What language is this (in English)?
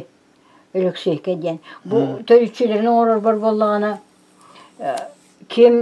Yakut